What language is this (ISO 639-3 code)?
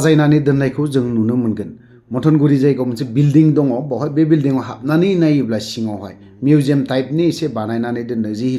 brx